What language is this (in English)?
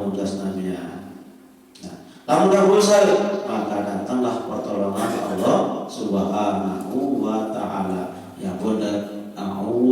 Sasak